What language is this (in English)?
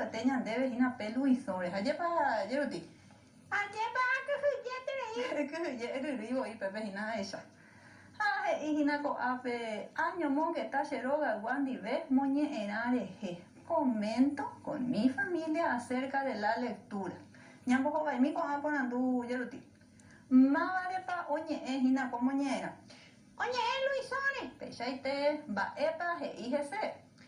Guarani